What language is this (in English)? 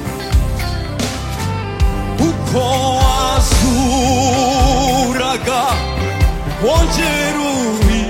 Kinyarwanda